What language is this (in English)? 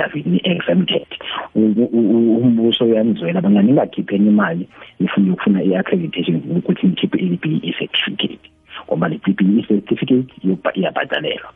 South Ndebele